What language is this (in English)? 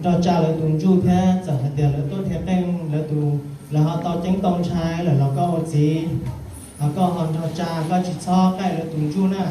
Hmong